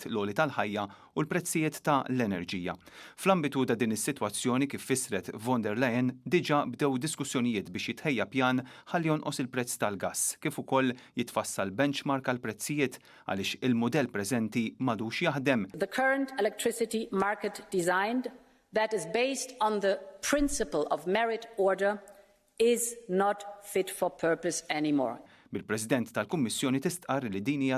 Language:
Maltese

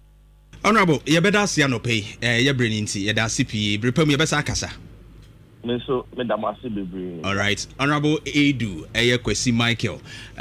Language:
Akan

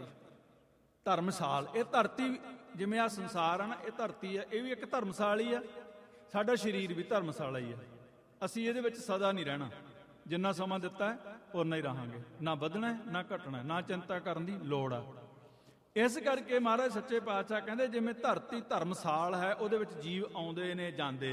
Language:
Punjabi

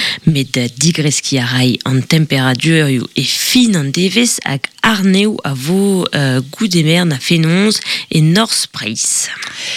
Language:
Breton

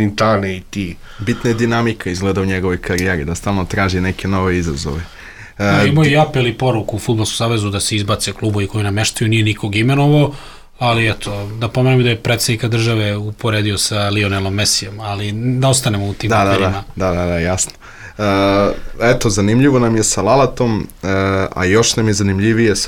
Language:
Serbian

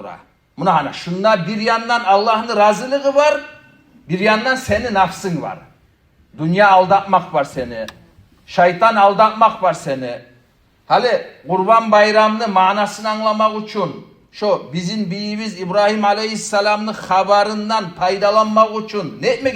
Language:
Kumyk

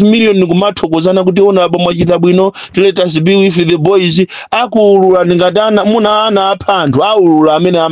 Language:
Nyanja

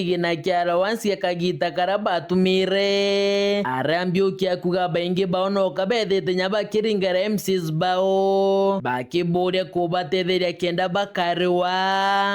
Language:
Meru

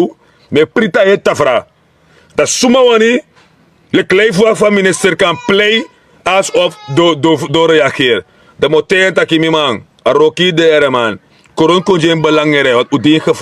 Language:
Sranan Tongo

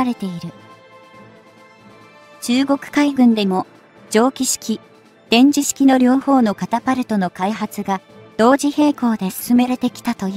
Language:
Japanese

